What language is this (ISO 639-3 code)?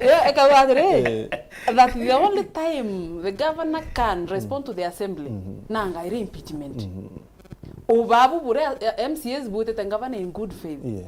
mer